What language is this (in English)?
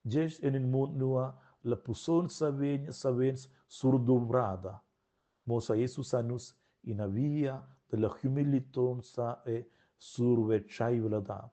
Romansh